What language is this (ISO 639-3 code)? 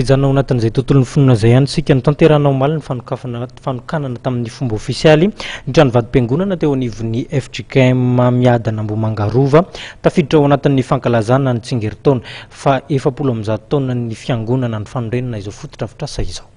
mlg